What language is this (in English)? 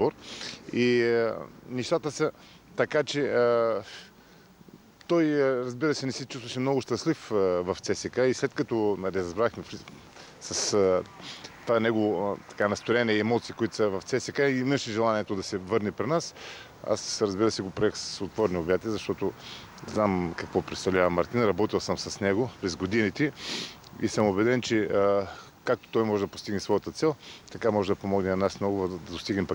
Bulgarian